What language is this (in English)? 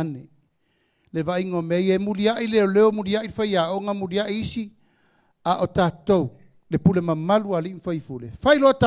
Samoan